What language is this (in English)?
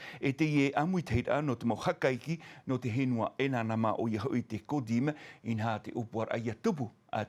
Tahitian